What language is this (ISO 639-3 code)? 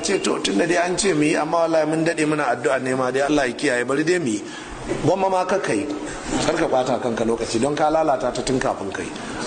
hau